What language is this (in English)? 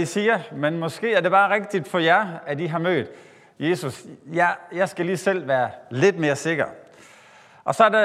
Danish